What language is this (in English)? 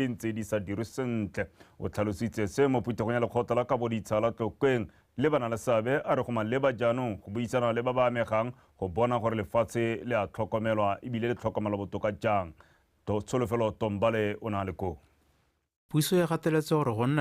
Tswana